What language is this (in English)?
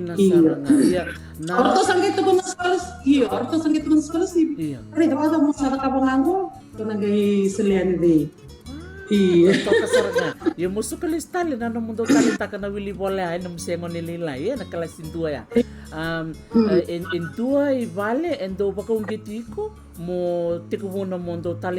Fijian